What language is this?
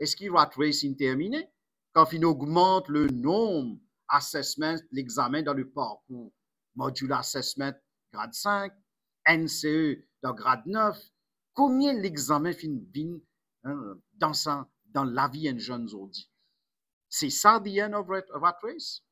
Morisyen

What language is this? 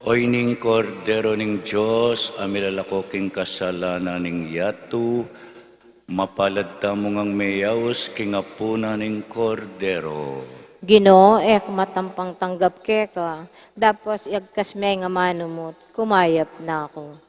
Pampanga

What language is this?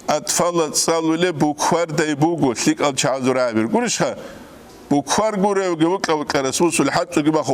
Avaric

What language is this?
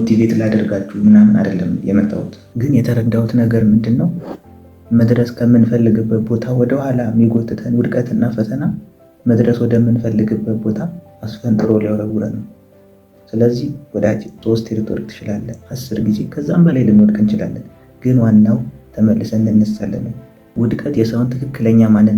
Amharic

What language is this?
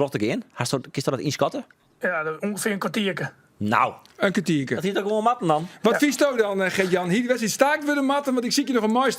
Western Frisian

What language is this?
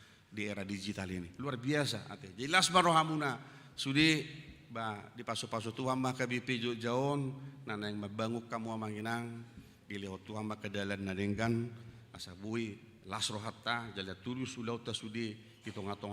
Batak Toba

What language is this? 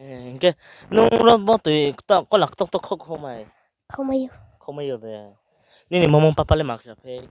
Riang (India)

